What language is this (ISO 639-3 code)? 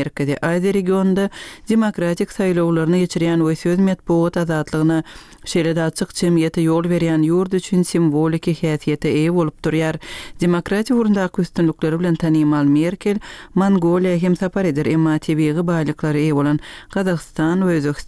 tuk